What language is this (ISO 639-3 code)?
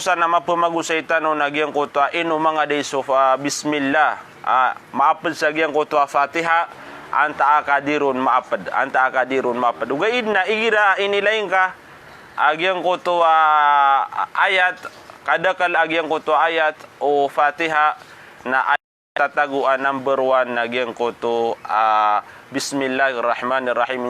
mrw